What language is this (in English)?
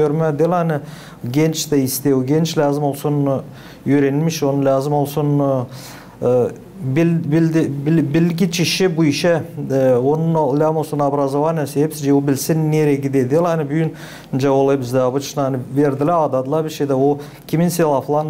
Gagauz